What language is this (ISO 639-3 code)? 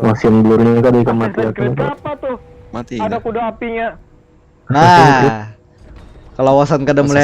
bjn